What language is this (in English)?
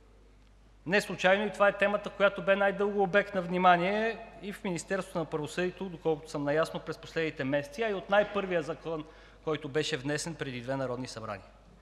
Bulgarian